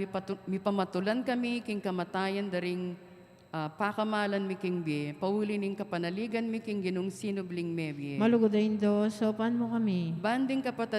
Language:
Pampanga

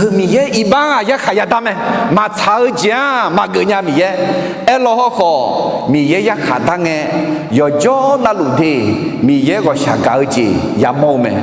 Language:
Akha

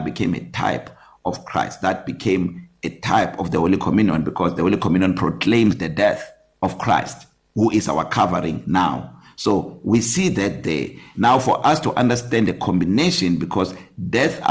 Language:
English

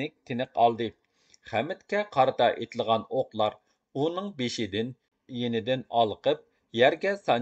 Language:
Uyghur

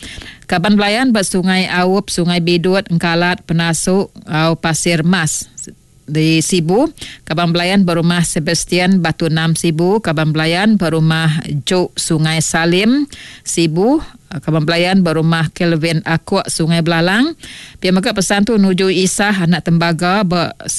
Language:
Iban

